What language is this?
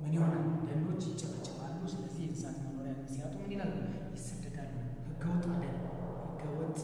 Amharic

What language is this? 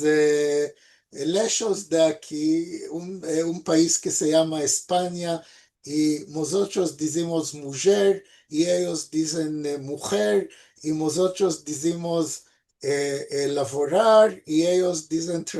Ladino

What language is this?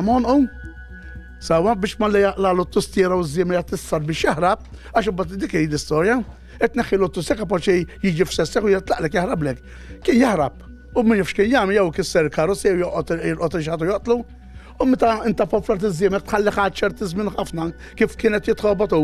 Maltese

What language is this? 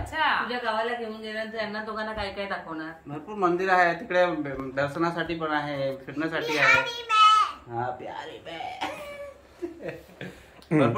Marathi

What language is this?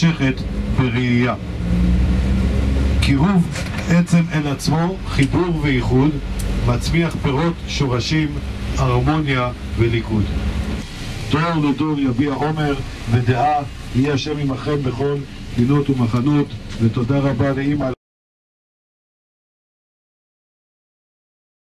Hebrew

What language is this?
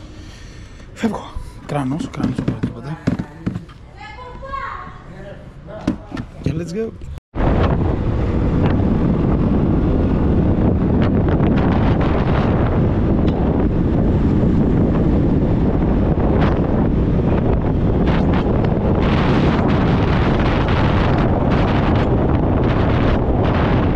Greek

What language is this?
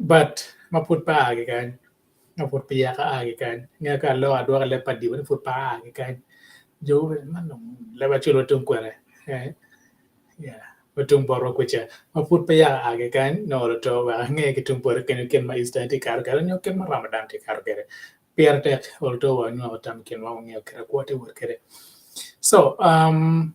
Acoli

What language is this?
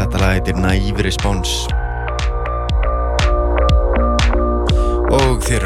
Icelandic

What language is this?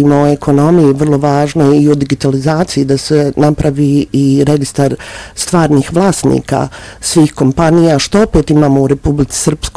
Bosnian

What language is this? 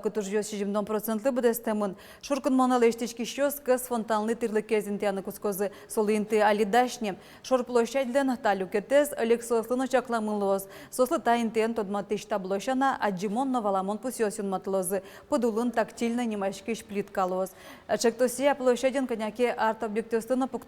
Udmurt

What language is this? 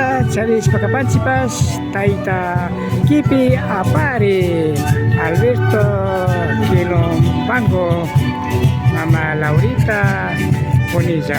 Imbabura Highland Quichua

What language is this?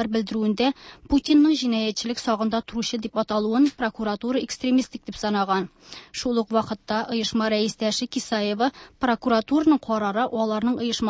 Tatar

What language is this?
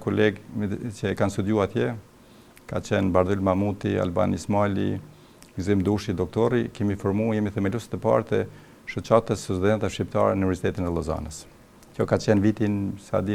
Albanian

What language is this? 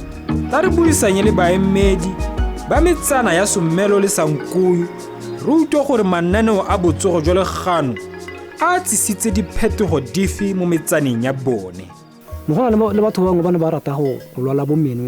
Tswana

